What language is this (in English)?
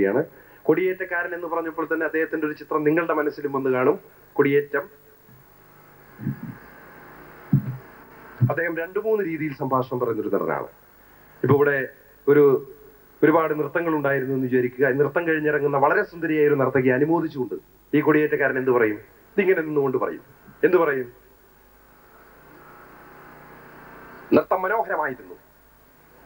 Malayalam